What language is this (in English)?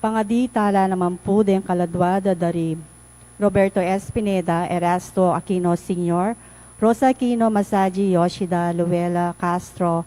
Pampanga